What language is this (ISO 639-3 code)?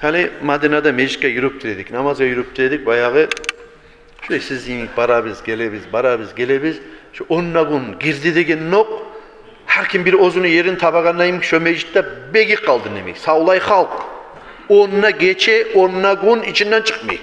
kum